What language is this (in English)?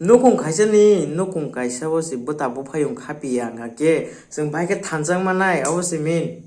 Kok Borok